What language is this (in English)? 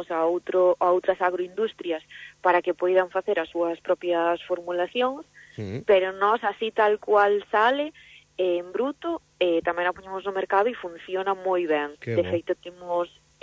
Galician